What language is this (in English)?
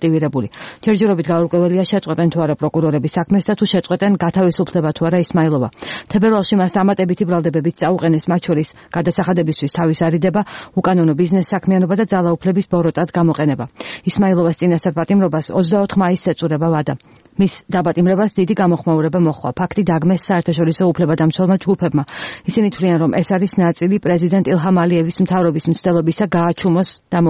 Georgian